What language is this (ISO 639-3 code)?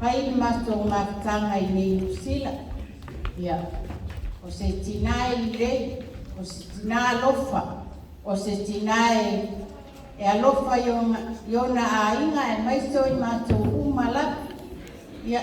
smo